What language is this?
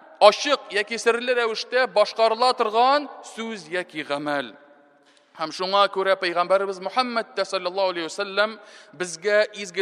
Tatar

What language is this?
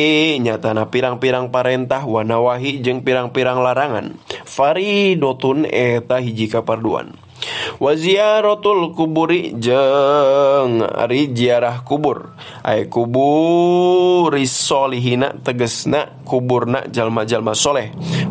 Sundanese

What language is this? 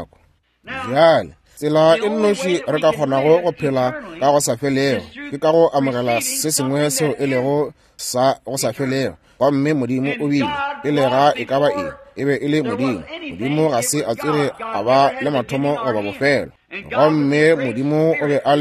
Northern Sotho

